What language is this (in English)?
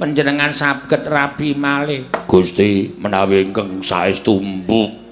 Javanese